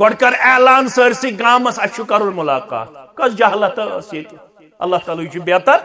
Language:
Kashmiri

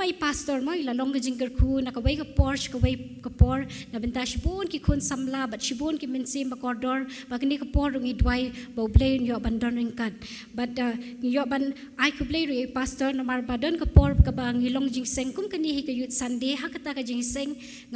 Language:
Khasi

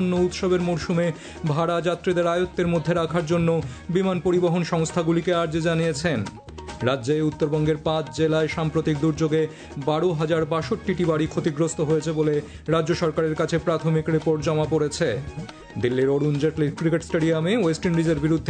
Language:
Bangla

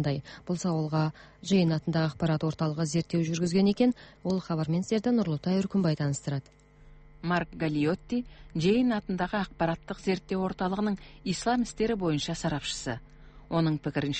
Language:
Kazakh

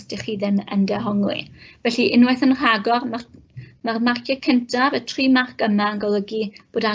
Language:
Welsh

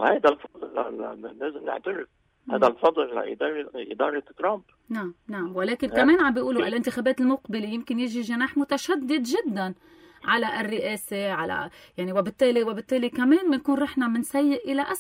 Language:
North Levantine Arabic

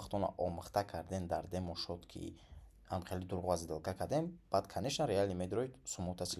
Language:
Tajik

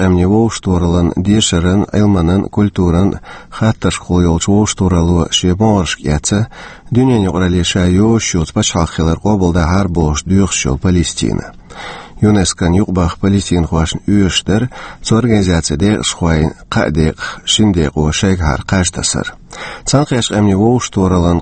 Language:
Chechen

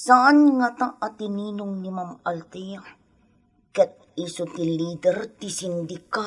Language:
Iloko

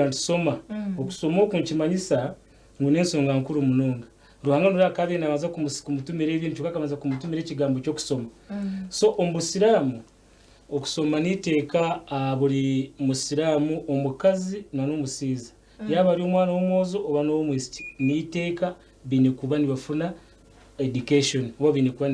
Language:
Nyankole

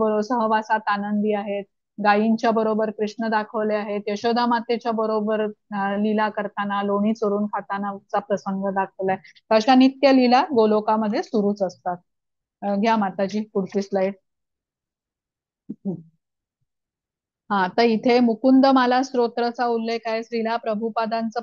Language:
Marathi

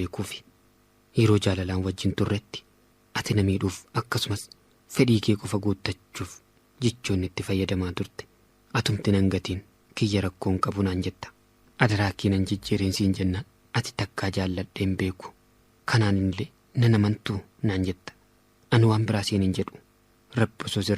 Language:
Oromo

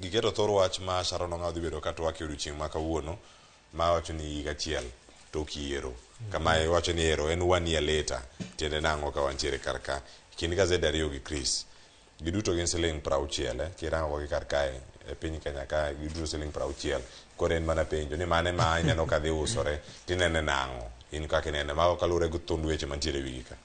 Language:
Luo (Kenya and Tanzania)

